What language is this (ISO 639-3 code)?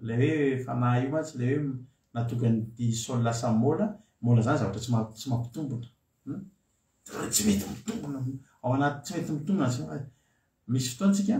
mlg